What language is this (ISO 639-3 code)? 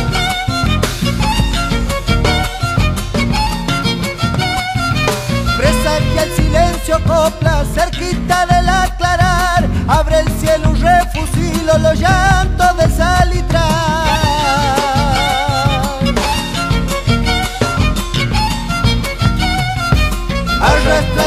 spa